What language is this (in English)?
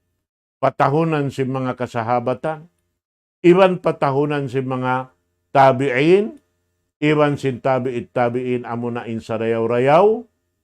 Tausug